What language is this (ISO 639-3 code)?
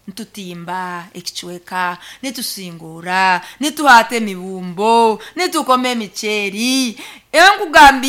nyo